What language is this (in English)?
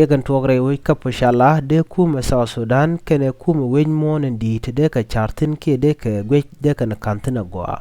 Nuer